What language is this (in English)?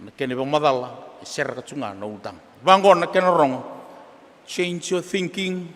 Fijian